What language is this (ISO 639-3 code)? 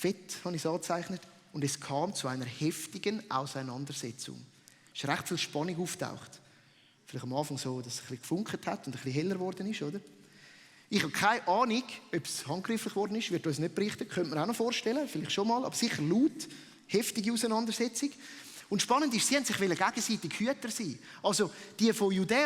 gsw